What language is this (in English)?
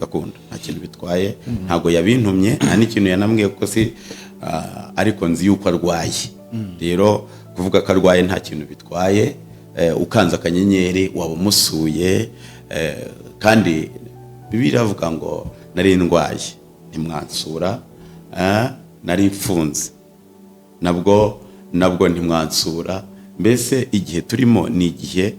Kinyarwanda